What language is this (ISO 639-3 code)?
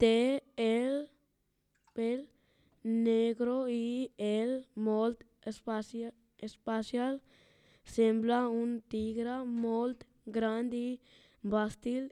cat